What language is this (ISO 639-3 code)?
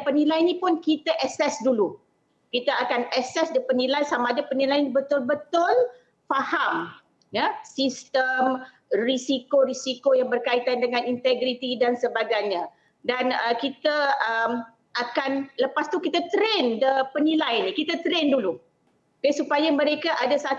msa